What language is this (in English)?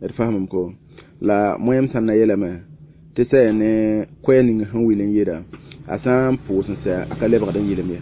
Mossi